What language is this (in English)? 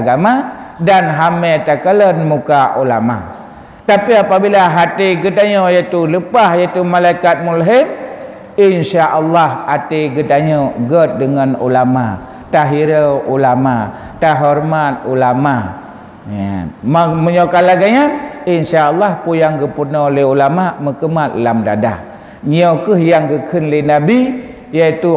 Achinese